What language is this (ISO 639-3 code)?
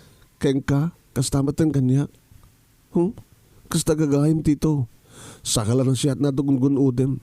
ilo